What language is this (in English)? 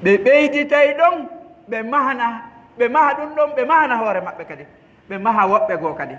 Pular